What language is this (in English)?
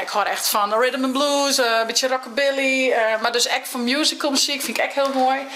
Western Frisian